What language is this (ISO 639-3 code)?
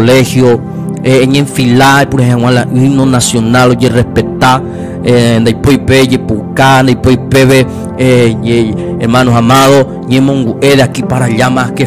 grn